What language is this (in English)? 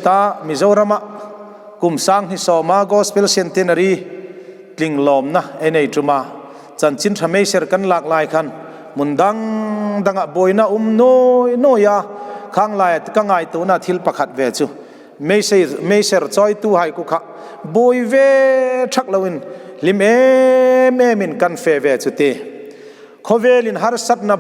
Hmar